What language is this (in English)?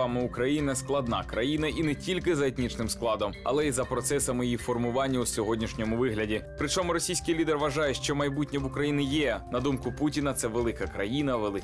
Ukrainian